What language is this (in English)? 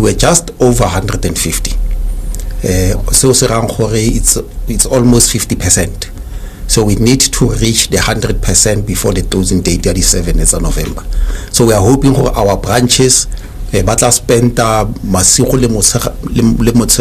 Tswana